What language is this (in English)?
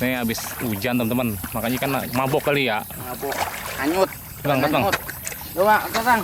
Betawi